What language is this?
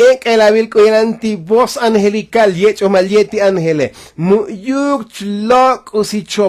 Tzotzil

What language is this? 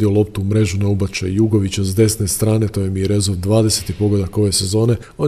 Croatian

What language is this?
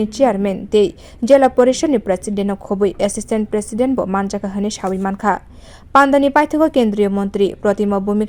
Kok Borok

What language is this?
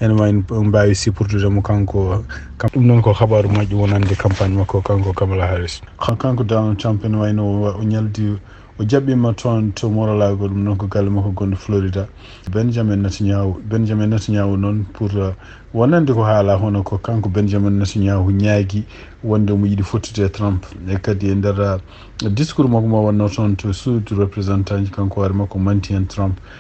Fula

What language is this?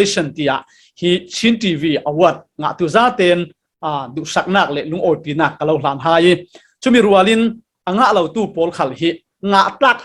Falam Chin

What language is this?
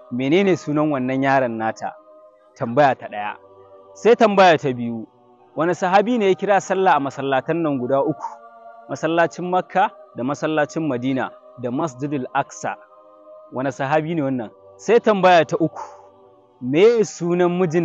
Hausa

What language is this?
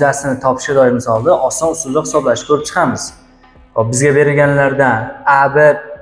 Uzbek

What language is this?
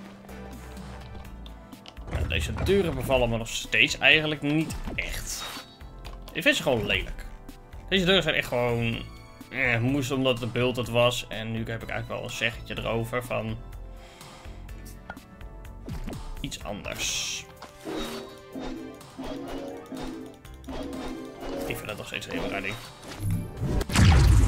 Dutch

